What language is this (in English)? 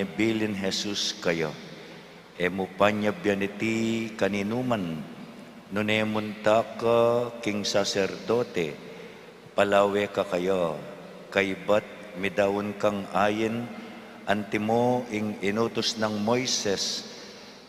Pampanga